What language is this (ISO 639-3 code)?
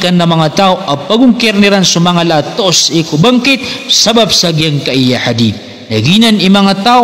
mrw